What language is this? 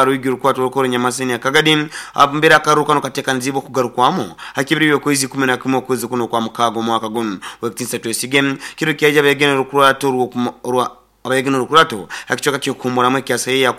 Nyoro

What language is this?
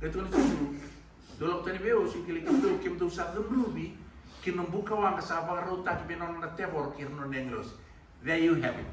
Fijian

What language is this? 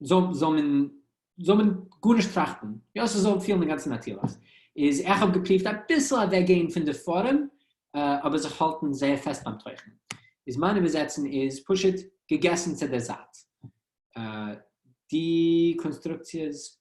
Yiddish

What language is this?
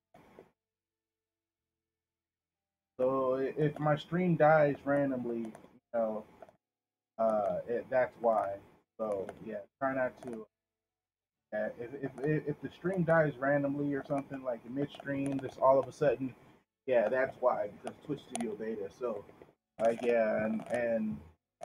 English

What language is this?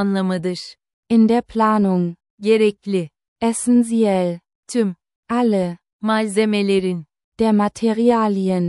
Turkish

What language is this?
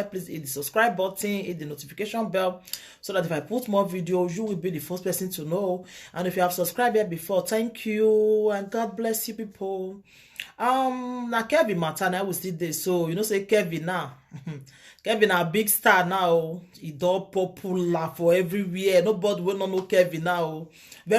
Nigerian Pidgin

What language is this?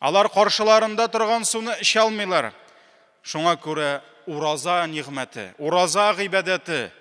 Tatar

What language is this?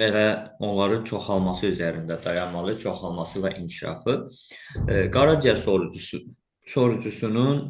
Azerbaijani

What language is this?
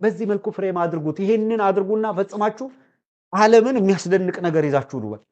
Amharic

